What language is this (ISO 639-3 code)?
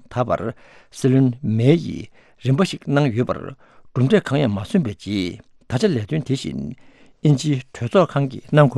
bod